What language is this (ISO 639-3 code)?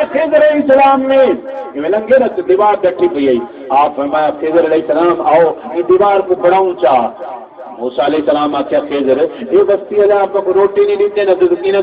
skr